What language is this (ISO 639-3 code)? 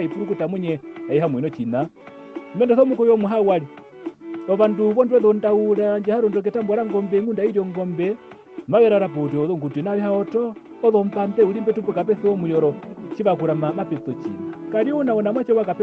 her